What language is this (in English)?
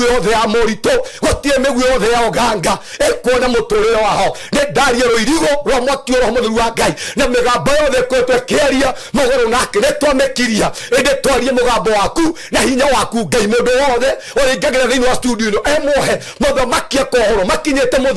Kikuyu